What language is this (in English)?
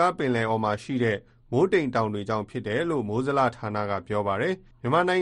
Burmese